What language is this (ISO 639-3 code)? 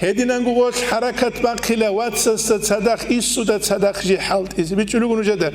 ava